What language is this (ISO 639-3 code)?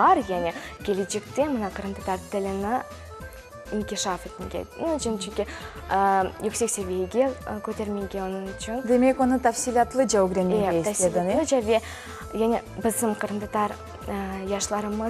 crh